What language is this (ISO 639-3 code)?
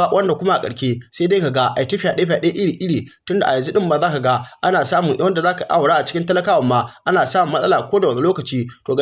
hau